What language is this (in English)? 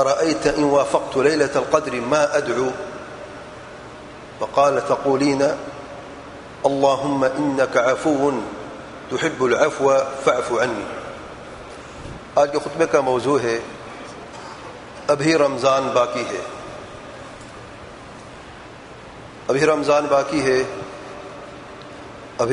Urdu